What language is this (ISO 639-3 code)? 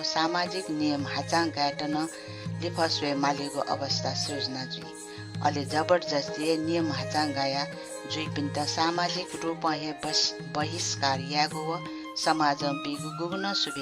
new